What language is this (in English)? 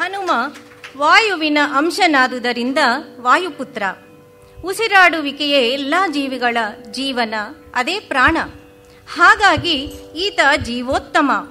Kannada